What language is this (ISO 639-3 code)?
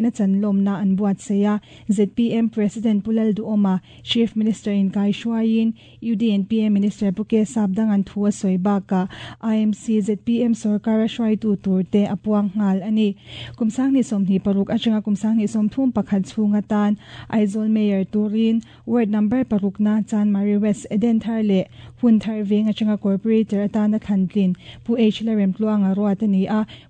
lus